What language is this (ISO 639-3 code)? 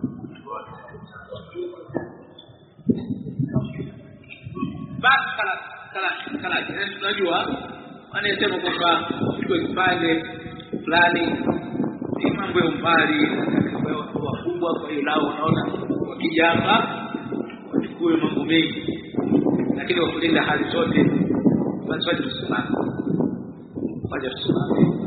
swa